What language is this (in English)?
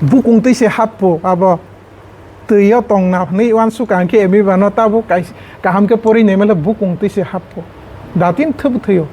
Kok Borok